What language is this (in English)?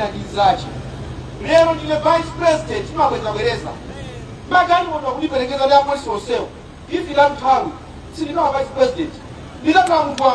Nyanja